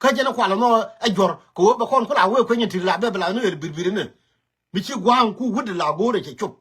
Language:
Nuer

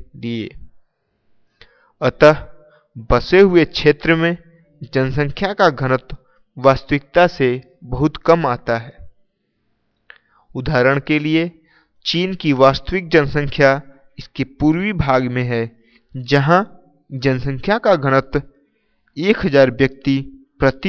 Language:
Hindi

